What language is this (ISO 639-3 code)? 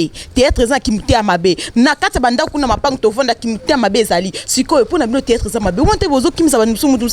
lin